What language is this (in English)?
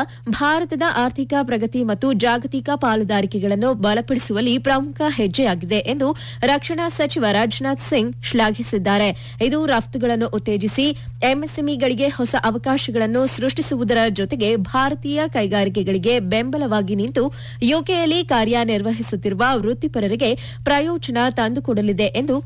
Kannada